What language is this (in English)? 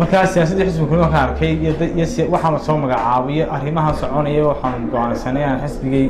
Somali